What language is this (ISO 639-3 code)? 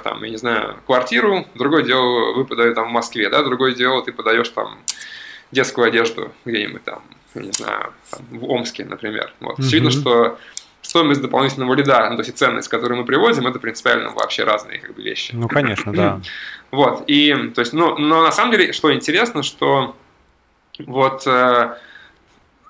rus